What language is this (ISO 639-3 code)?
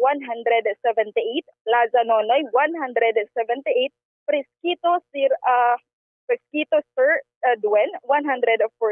hil